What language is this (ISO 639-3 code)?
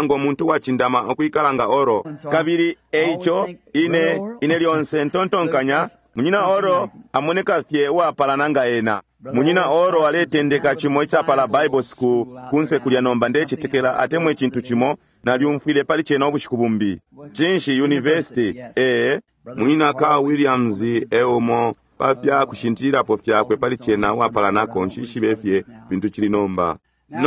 bem